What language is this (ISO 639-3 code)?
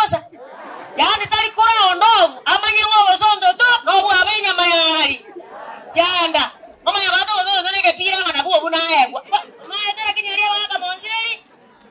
guz